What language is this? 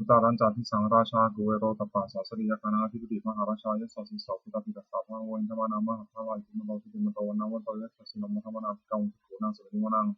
Pali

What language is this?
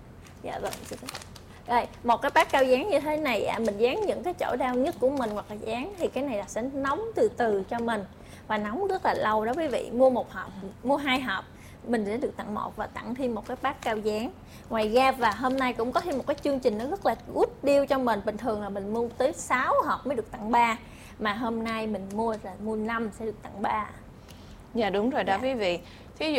Vietnamese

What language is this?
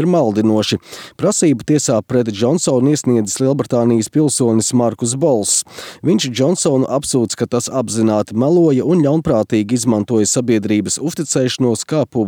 Latvian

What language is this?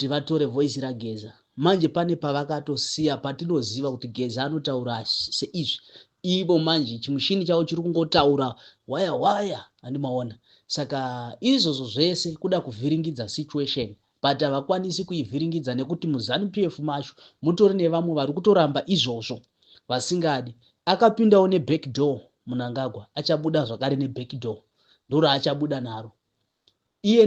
Shona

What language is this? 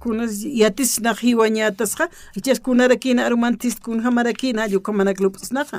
Aymara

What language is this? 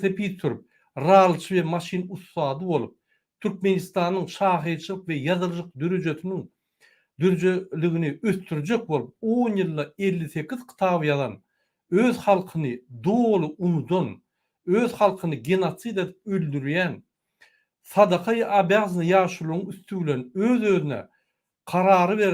Turkmen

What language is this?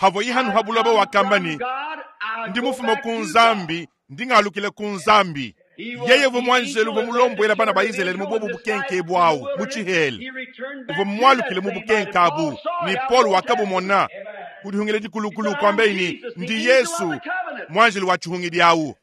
Luba-Lulua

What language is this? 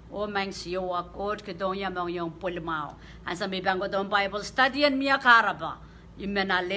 Pohnpeian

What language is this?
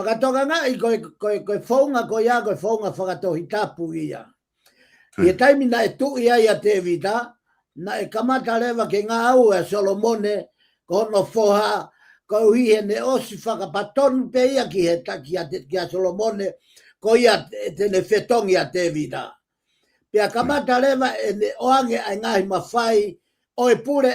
Tongan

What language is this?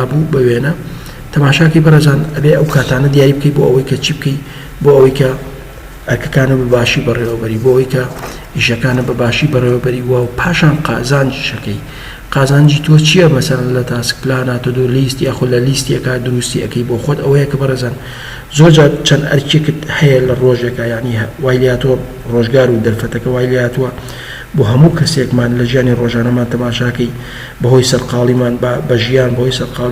Central Kurdish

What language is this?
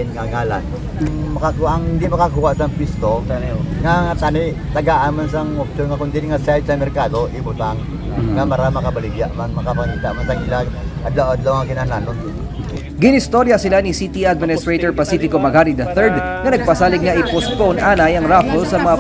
Hiligaynon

